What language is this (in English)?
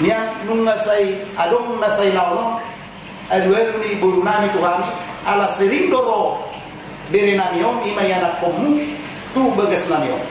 Batak Toba